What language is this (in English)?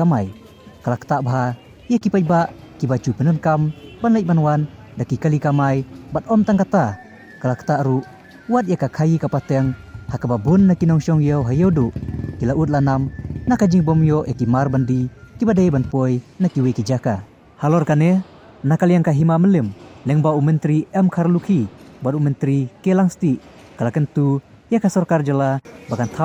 Khasi